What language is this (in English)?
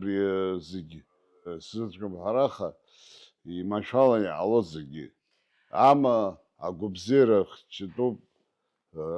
Abkhazian